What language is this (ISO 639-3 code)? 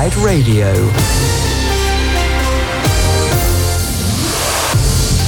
eng